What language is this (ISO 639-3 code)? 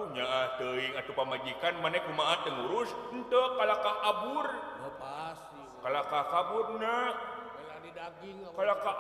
sun